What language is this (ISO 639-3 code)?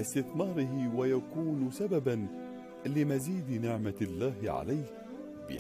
ara